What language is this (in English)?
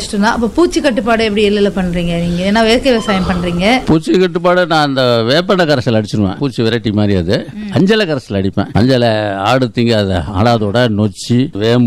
Tamil